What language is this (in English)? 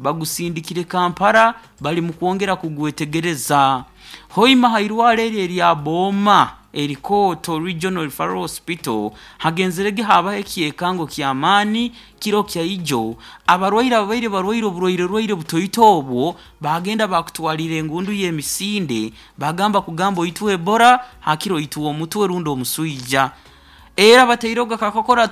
Nyoro